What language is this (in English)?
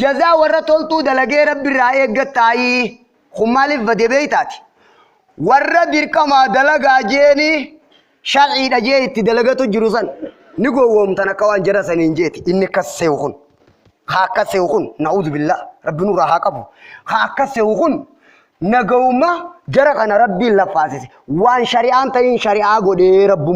Oromo